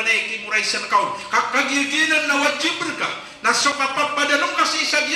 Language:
Maranao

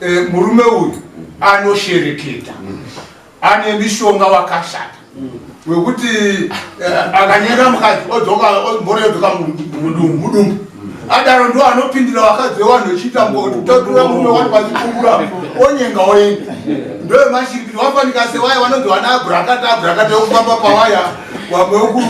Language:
Shona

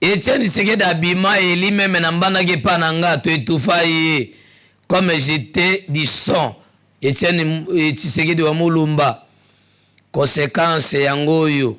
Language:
Lingala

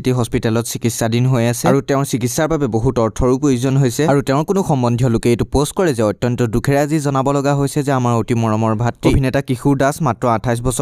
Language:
Assamese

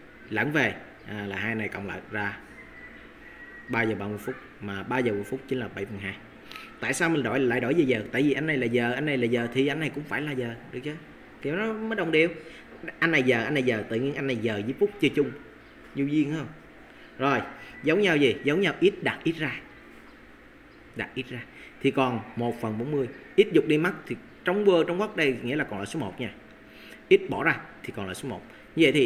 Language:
Vietnamese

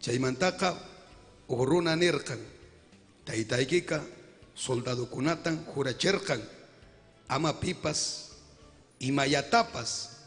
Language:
Ayacucho Quechua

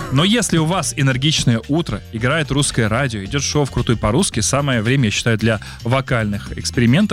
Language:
Russian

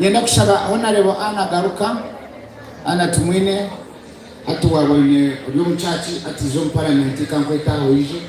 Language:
Nyankole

